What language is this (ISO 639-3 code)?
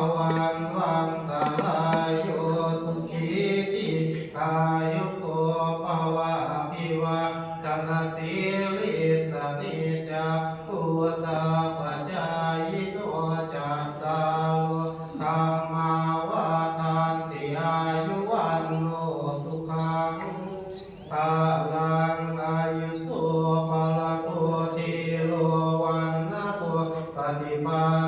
pli